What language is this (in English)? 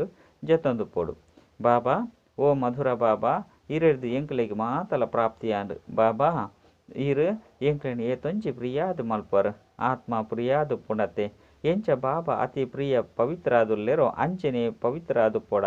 Tulu